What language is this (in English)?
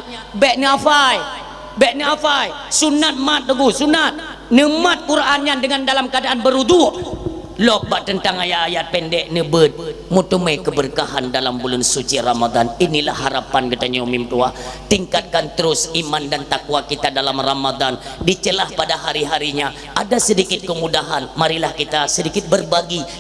Achinese